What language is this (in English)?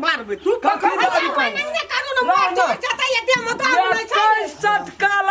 Maithili